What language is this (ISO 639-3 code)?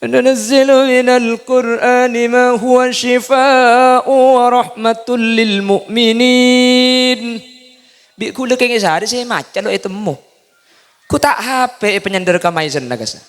mad